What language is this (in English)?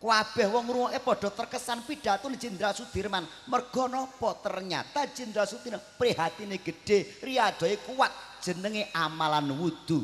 Javanese